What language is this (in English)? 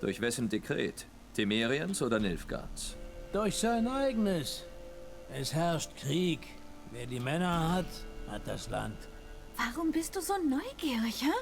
Swiss German